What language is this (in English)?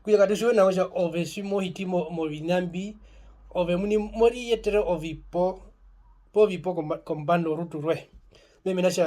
Herero